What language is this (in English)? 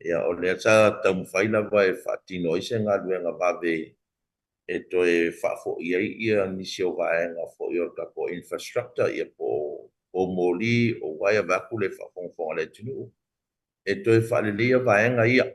Samoan